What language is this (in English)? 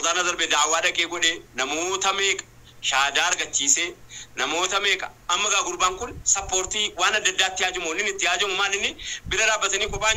Oromo